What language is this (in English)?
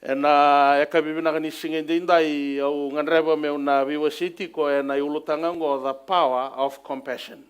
Fijian